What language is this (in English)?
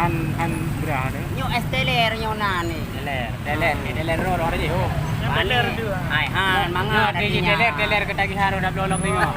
Achinese